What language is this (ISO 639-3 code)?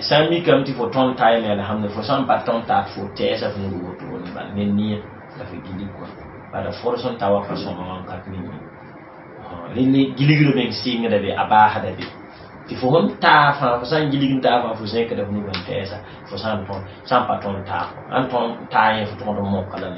mos